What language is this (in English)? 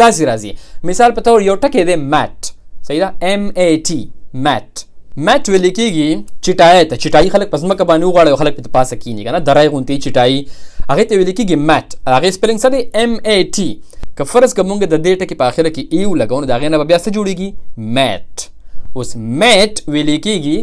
Pashto